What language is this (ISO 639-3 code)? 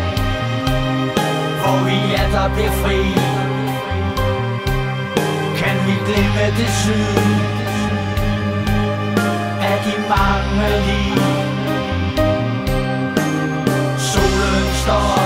dan